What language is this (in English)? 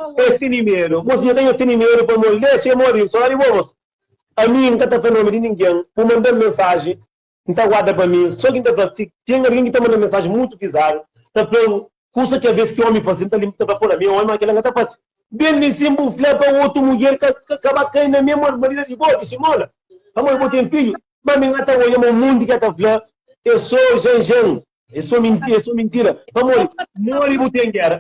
Kabuverdianu